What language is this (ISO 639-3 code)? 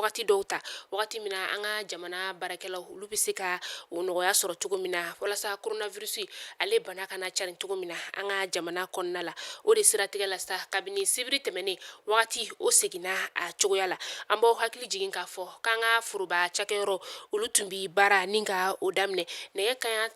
bam